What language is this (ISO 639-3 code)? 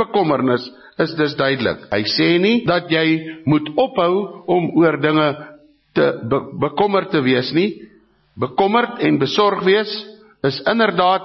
afr